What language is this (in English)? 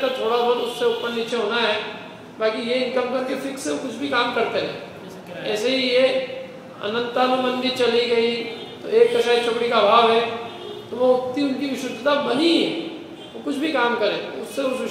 Hindi